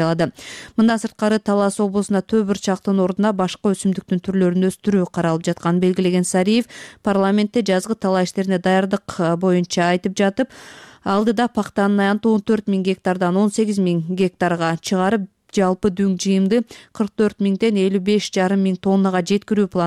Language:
Kyrgyz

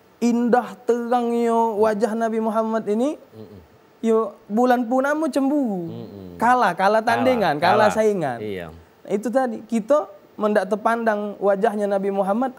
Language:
Musi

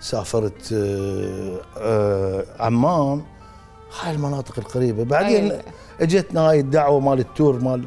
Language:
Mesopotamian Arabic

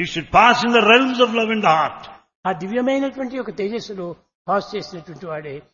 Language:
Telugu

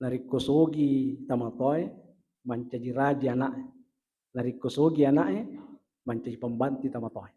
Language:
Buginese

